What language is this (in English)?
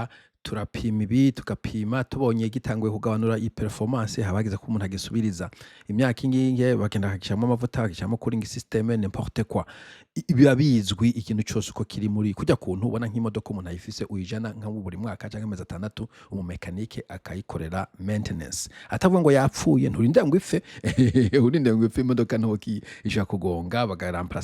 Rundi